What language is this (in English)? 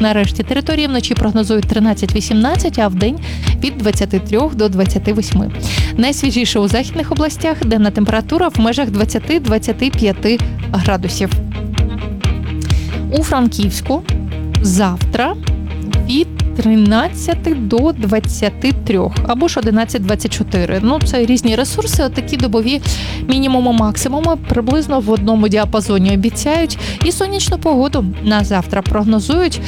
Ukrainian